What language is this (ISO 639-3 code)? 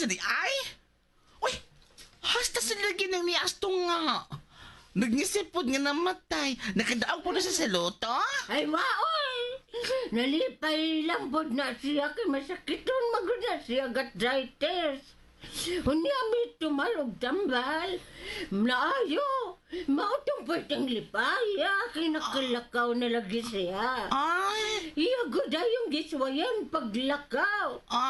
ceb